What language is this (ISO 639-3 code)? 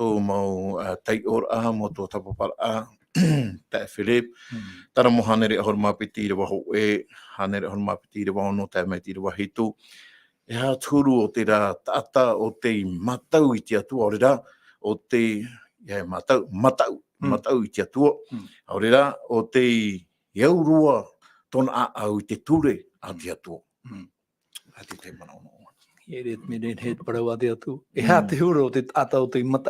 tah